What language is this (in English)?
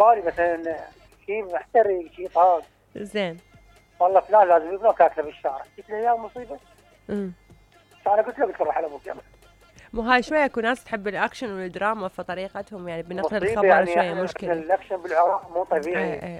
Mesopotamian Arabic